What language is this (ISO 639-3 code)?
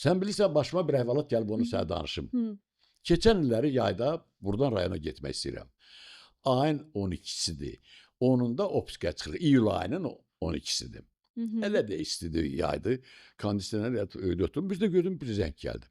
aze